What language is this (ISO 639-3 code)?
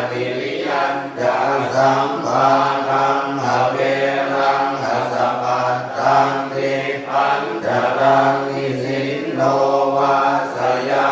pli